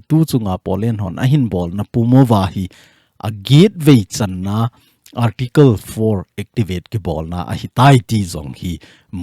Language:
Thado Chin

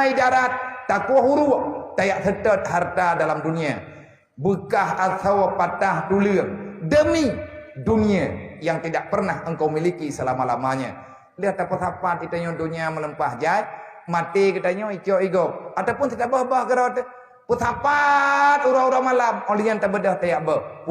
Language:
Achinese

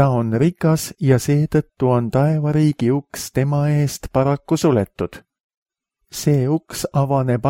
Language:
Estonian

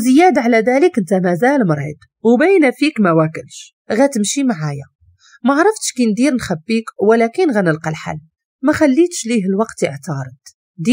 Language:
Moroccan Arabic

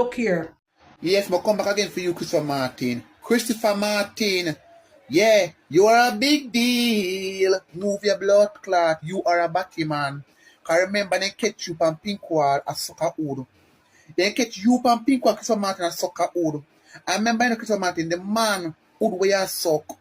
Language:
Jamaican Creole English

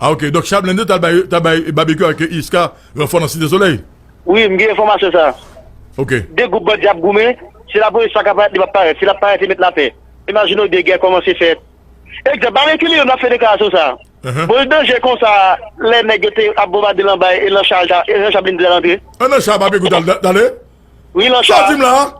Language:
Haitian Creole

